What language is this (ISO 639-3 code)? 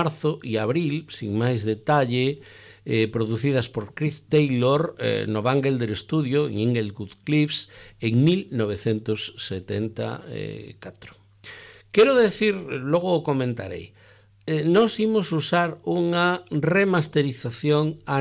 glg